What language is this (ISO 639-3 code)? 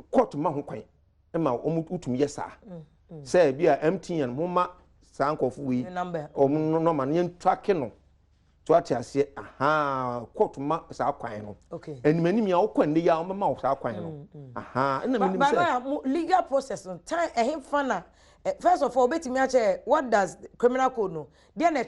aka